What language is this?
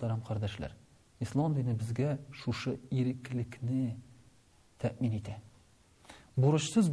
Tatar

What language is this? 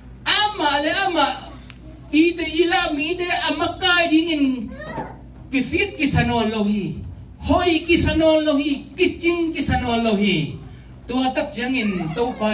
Tedim Chin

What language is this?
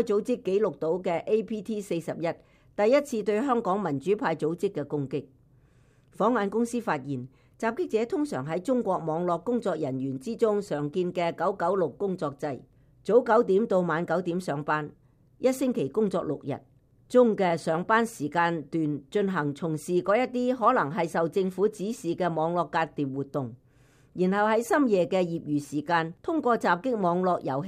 Cantonese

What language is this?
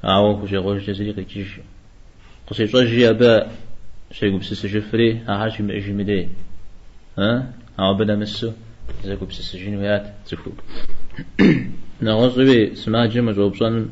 Kabardian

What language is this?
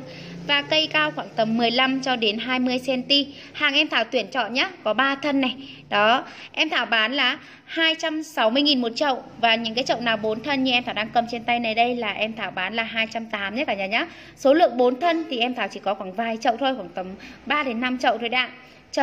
Vietnamese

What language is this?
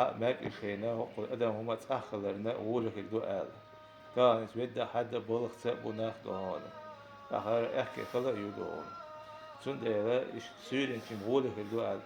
Chechen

